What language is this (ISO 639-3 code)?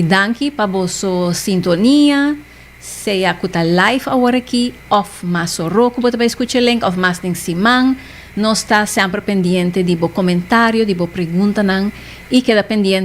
pap